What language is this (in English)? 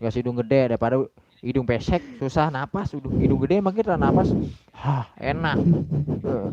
Betawi